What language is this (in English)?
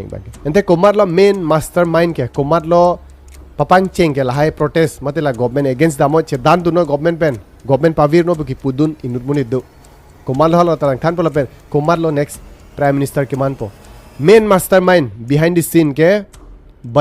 Karbi